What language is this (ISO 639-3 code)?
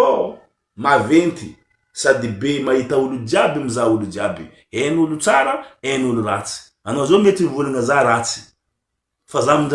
mlg